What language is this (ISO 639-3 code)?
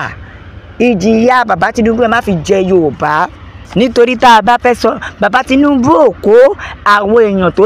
yor